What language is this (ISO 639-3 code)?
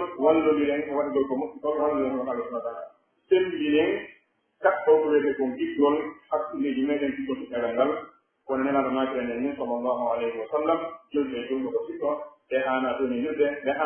fuf